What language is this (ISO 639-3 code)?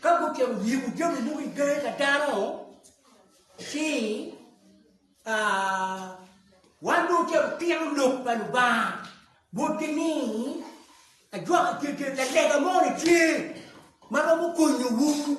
ach